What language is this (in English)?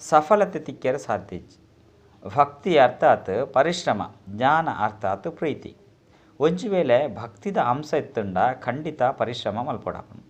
Tulu